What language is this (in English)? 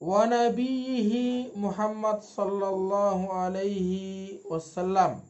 Sasak